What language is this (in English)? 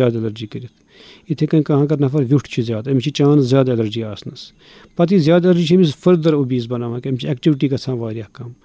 Kashmiri